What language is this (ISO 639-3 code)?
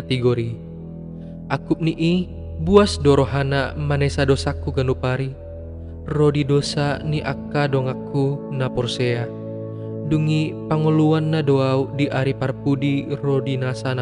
bbc